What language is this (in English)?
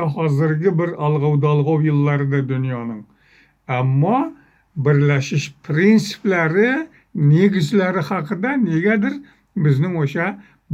Uzbek